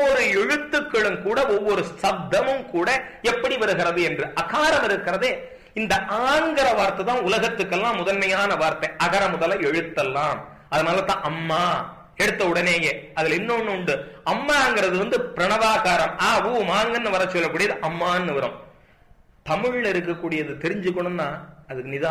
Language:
Tamil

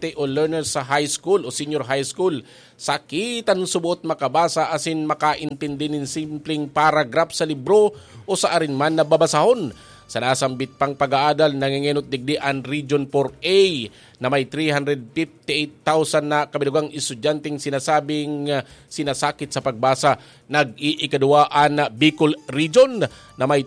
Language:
Bikol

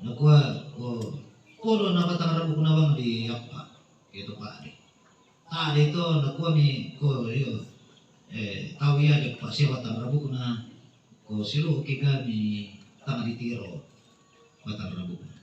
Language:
Toraja-Sa'dan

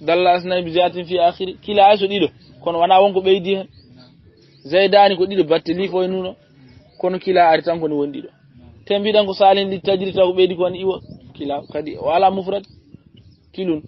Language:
Fula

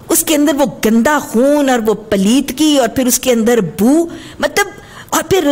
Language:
Urdu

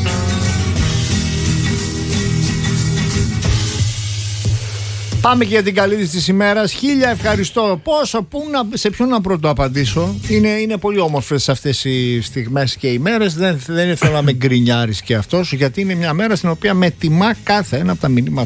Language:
Greek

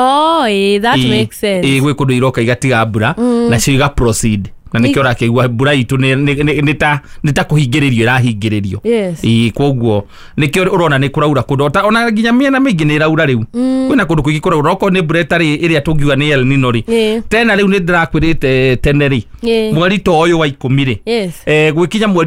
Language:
Kikuyu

